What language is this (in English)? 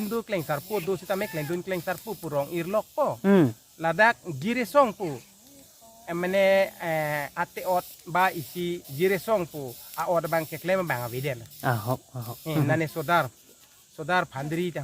Karbi